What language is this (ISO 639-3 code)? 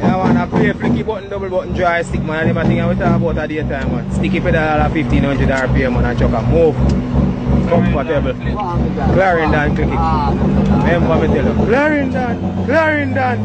jam